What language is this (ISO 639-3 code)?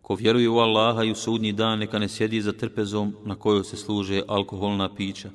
bos